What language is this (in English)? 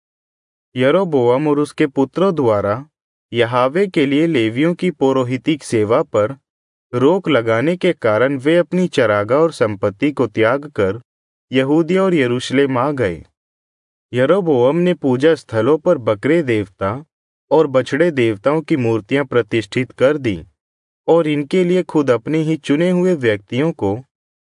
Hindi